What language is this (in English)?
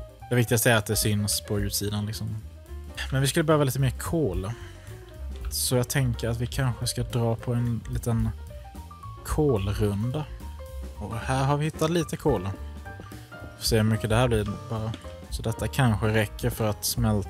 Swedish